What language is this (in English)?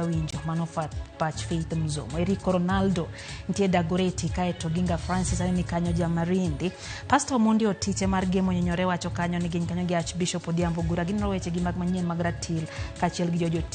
Luo (Kenya and Tanzania)